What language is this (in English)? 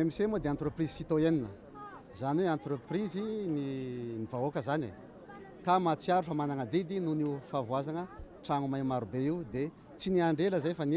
Malagasy